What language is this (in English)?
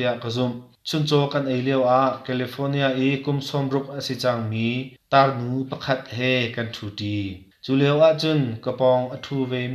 Hakha Chin